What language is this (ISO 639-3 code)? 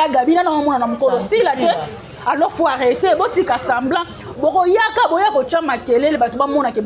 lin